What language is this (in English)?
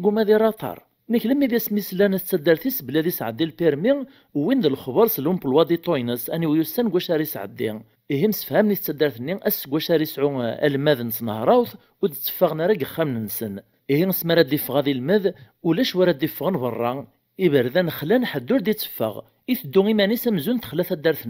Kabyle